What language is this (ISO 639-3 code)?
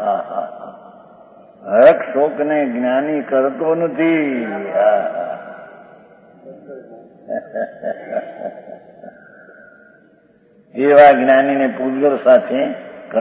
guj